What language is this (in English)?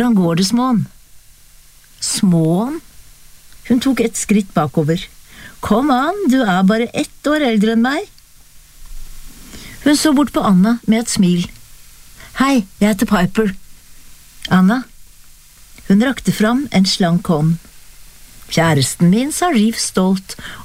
Norwegian